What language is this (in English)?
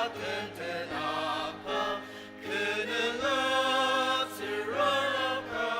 Ao Naga